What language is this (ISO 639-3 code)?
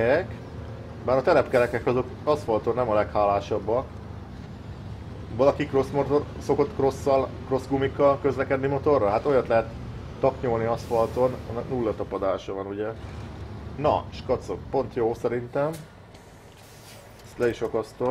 hun